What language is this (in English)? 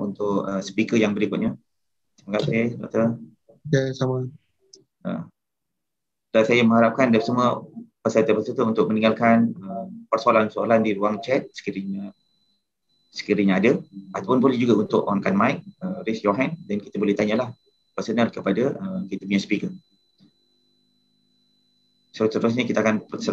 Malay